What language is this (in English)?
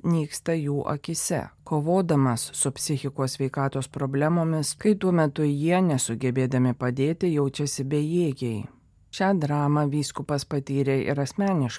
Lithuanian